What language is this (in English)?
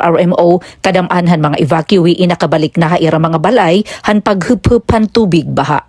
Waray